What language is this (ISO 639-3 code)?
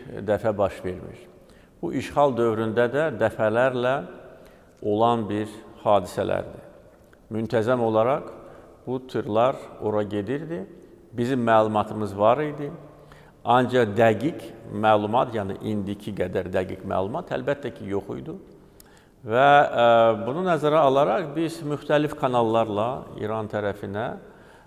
aze